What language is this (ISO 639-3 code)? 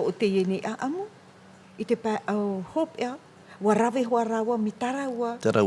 tah